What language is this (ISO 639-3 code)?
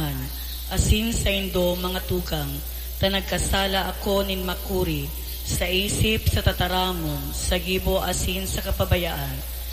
bik